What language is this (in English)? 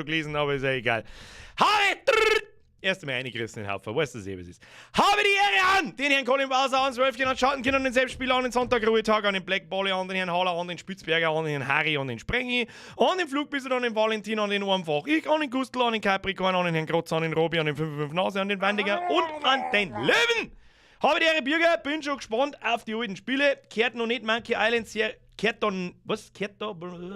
Bavarian